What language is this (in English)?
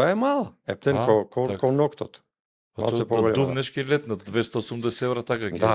Macedonian